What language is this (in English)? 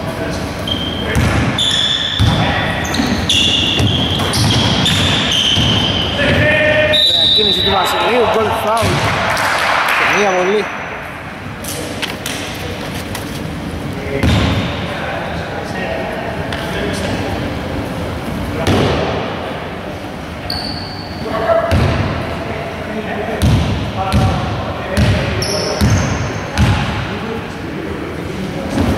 Greek